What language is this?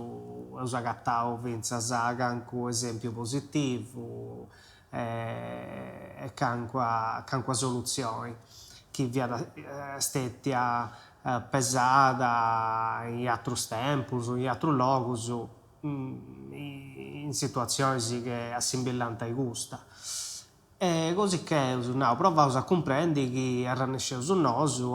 Sardinian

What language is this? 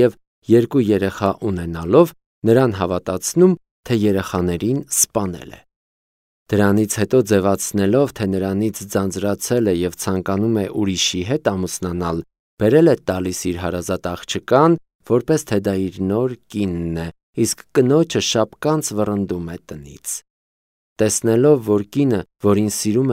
Armenian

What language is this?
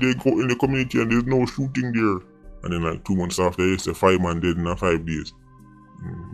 Jamaican Creole English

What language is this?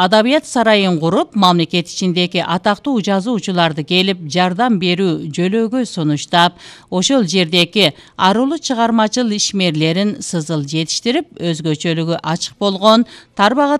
Kyrgyz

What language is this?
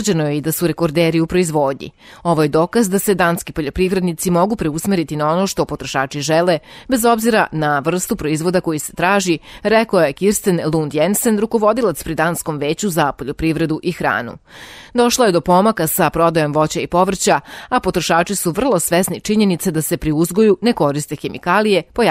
Serbian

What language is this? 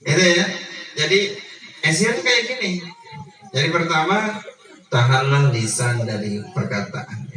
Sasak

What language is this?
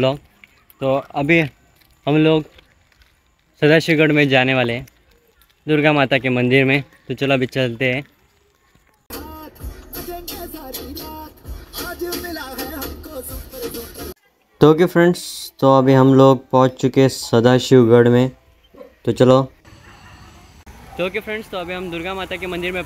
Hindi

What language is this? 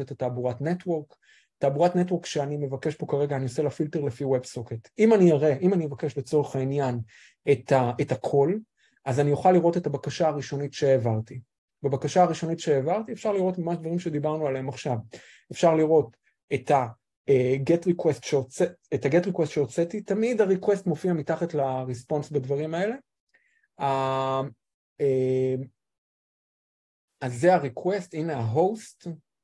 Hebrew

